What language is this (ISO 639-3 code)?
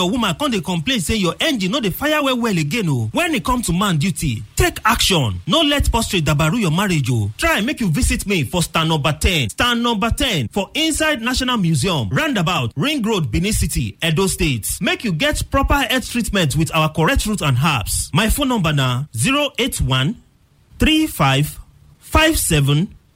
pcm